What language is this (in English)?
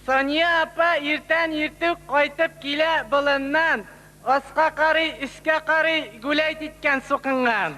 Tatar